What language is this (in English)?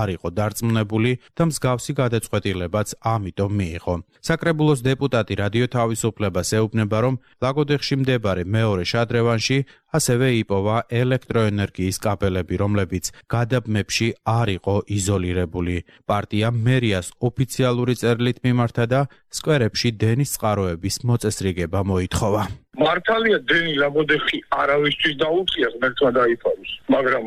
Georgian